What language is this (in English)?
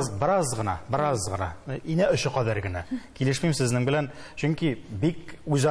Tatar